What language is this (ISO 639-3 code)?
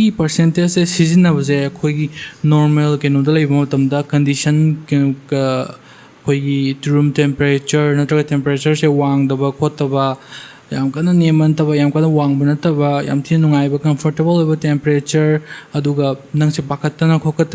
mni